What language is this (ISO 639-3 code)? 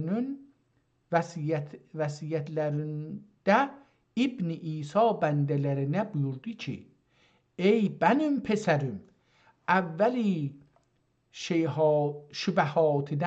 azb